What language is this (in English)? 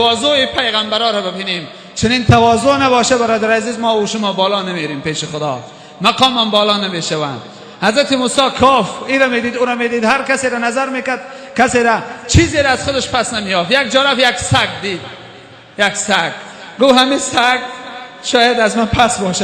Tajik